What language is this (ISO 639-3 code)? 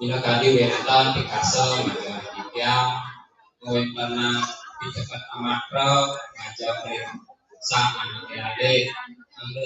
ban